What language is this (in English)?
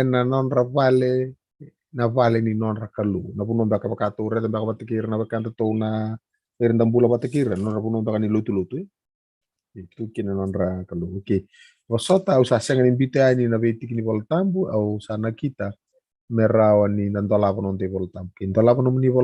Fijian